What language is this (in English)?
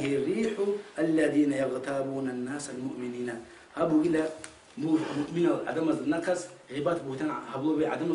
Avaric